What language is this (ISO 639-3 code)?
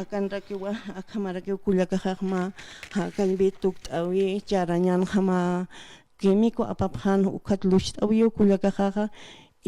aym